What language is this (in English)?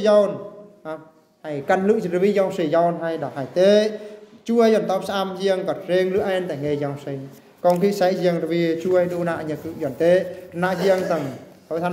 Eastern Bru